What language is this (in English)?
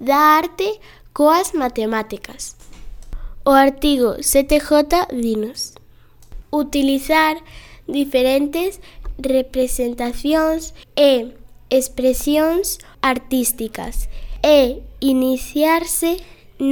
Galician